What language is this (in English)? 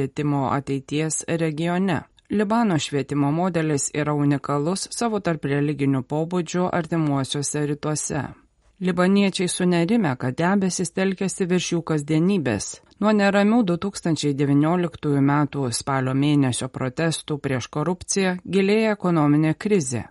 Lithuanian